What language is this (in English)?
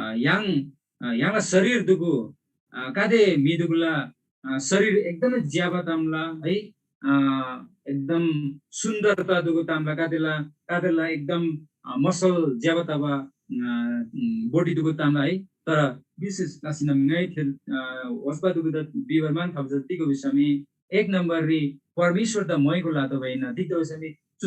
Eastern Tamang